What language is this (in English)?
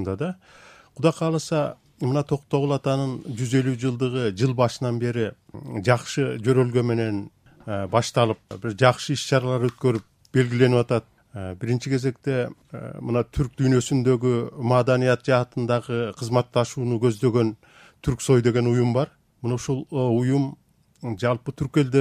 Kyrgyz